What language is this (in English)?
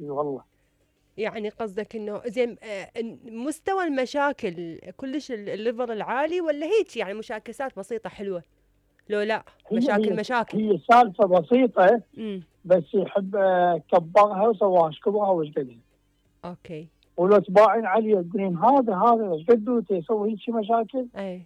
Mesopotamian Arabic